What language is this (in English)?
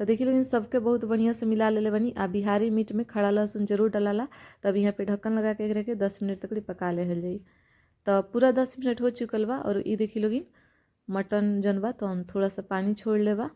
Bhojpuri